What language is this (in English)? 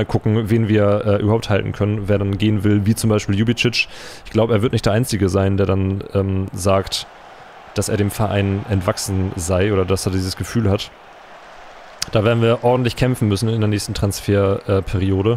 German